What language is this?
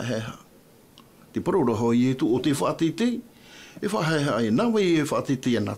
Tahitian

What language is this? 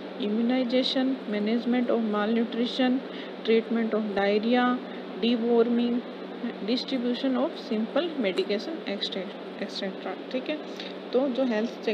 Hindi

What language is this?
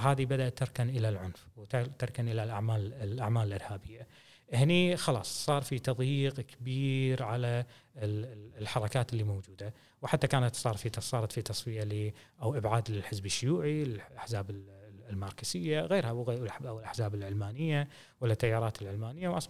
Gulf Arabic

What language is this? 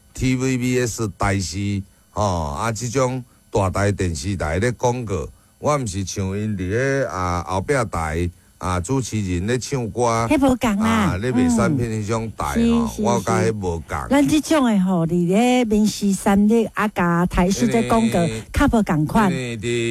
Min Nan Chinese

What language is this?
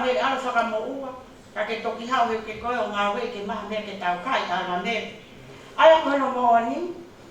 Tongan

